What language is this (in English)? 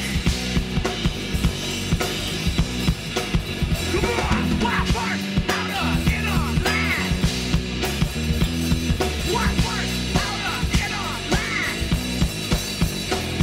English